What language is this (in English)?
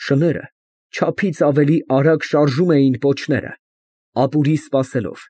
Armenian